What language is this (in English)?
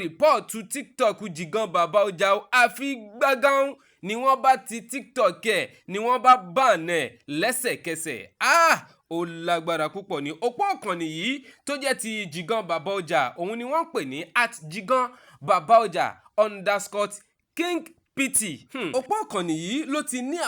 Yoruba